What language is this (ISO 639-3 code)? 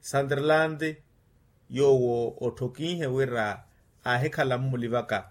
vmw